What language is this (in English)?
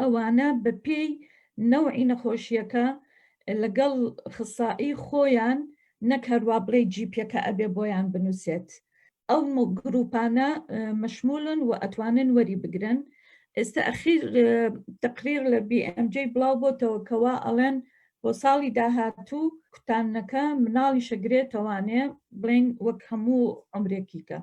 Central Kurdish